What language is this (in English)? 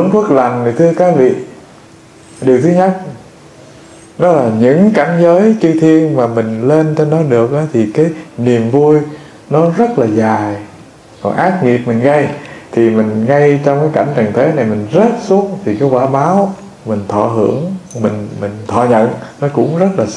Vietnamese